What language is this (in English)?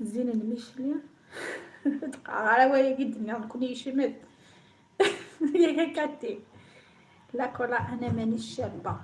Algerian Arabic